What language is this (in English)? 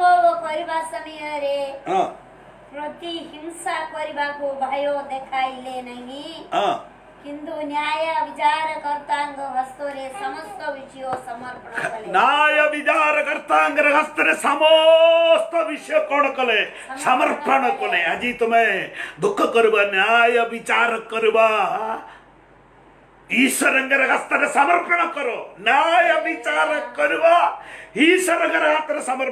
Odia